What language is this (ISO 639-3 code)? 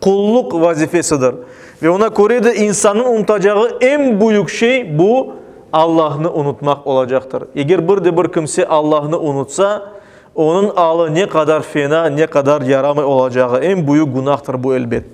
crh